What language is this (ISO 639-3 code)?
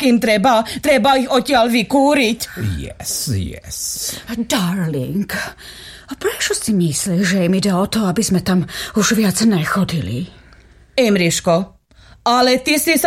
slk